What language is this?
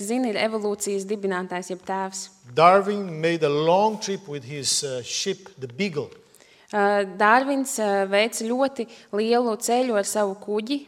Latvian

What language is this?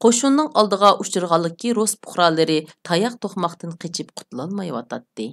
Uyghur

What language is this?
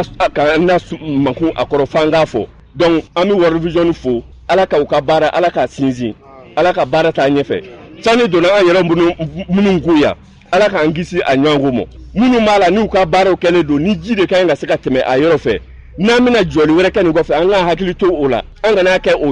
Bambara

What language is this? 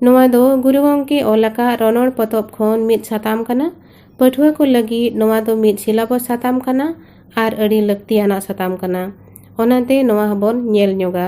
Santali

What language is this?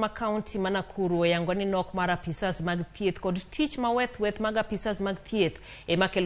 Luo (Kenya and Tanzania)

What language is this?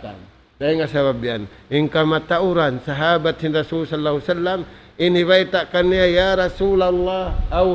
Tausug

